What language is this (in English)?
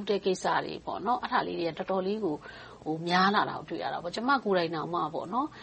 Burmese